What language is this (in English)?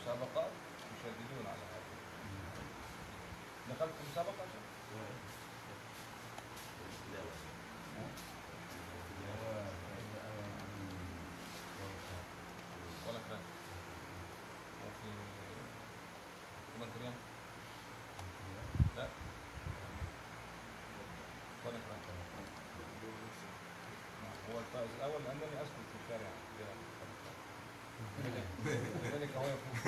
Arabic